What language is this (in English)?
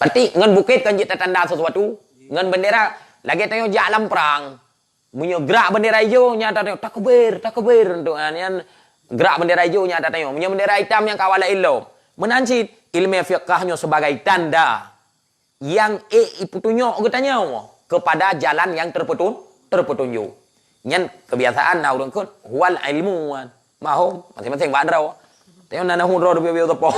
Achinese